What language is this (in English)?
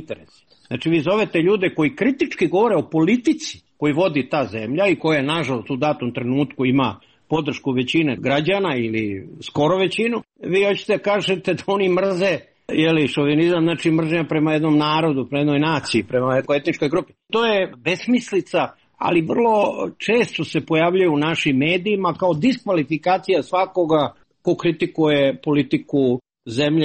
Serbian